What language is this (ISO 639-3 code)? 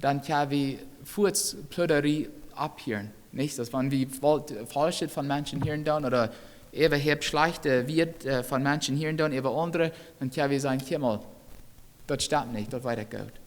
pdt